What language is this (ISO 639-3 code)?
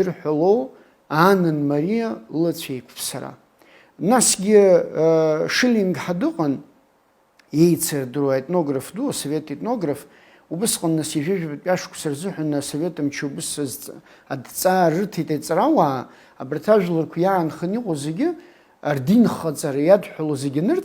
abk